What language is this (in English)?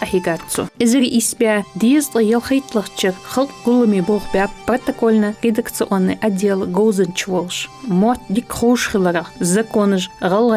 Ingush